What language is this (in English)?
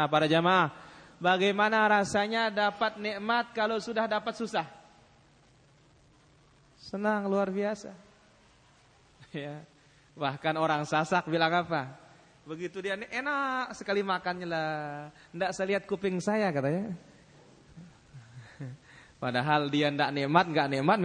Indonesian